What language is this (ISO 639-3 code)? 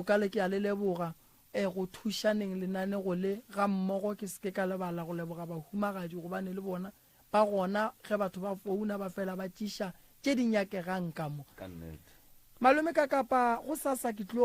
nso